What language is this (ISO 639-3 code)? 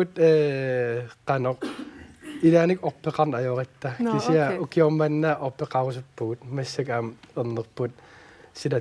kal